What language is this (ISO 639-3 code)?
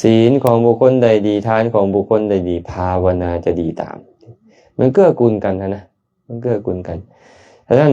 lao